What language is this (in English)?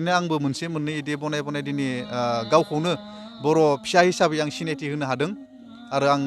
Bodo